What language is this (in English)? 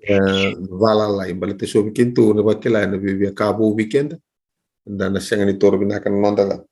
Fijian